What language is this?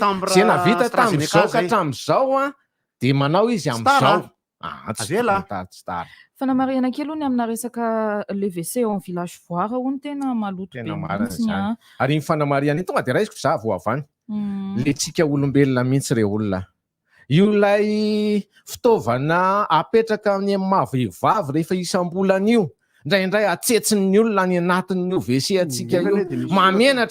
Malagasy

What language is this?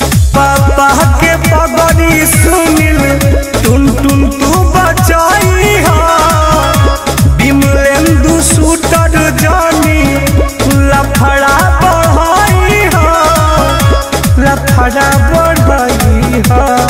Bhojpuri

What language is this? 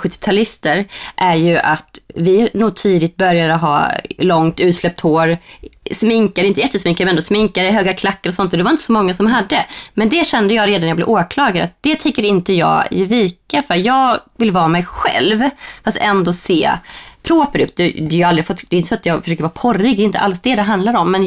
Swedish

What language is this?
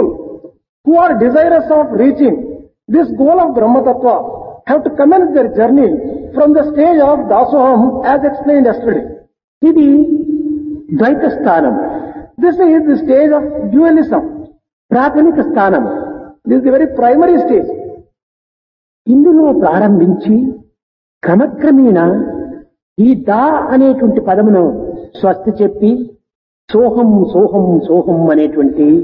Telugu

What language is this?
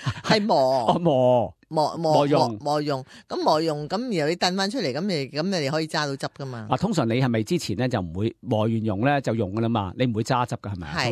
Cantonese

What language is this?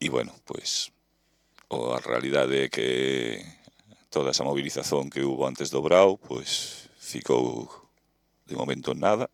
Galician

